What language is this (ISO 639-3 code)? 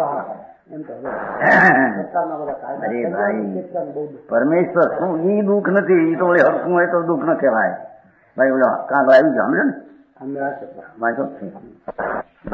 guj